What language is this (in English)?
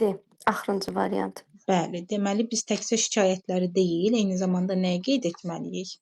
Azerbaijani